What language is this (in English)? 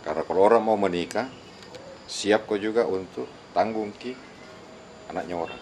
Makassar Malay